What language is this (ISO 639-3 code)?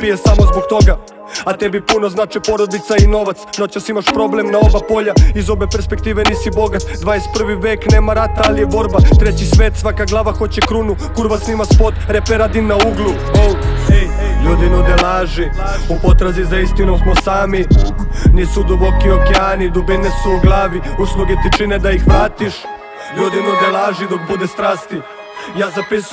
srp